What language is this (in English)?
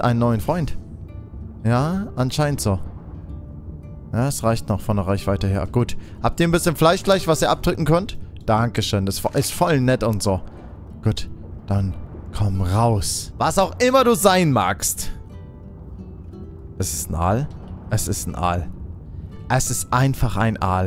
German